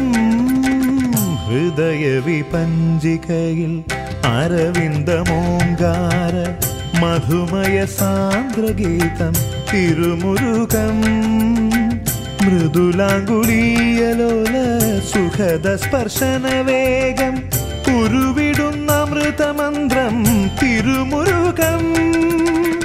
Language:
Malayalam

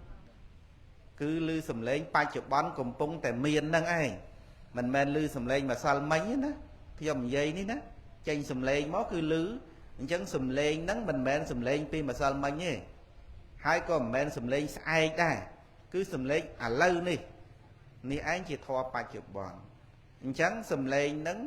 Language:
Khmer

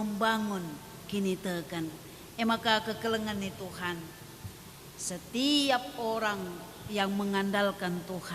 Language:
Batak Karo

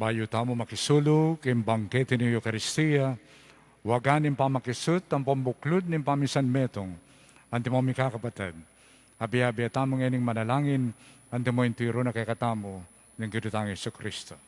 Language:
Pampanga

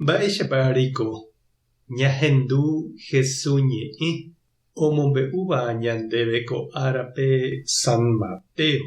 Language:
Guarani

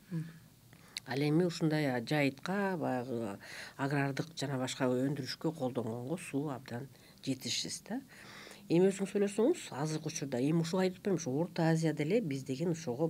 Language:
Kyrgyz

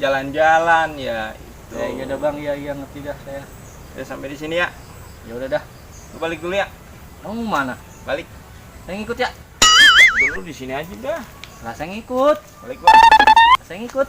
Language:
Betawi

